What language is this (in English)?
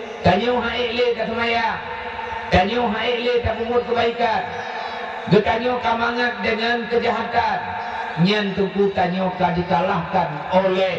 Achinese